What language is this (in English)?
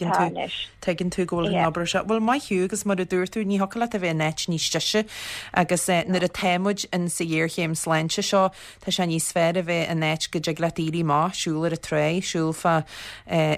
Irish